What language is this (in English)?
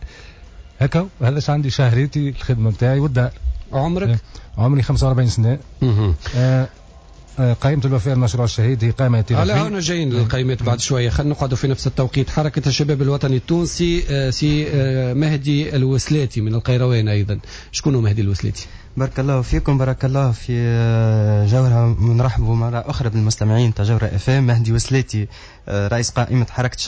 Tunisian Arabic